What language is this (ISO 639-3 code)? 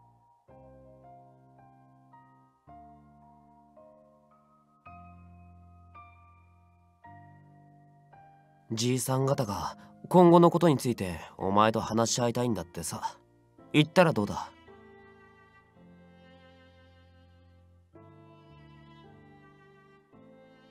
jpn